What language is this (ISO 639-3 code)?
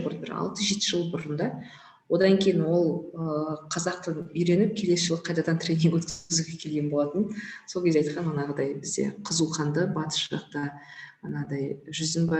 kaz